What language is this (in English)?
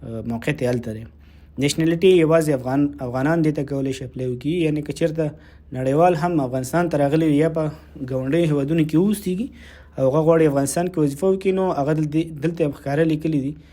Pashto